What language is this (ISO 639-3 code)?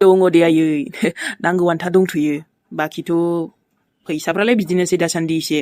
brx